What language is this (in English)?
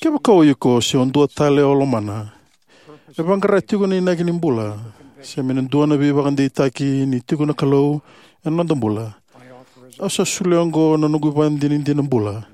Fijian